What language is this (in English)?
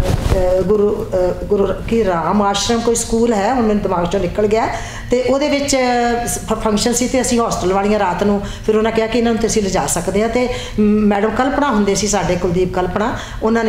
Punjabi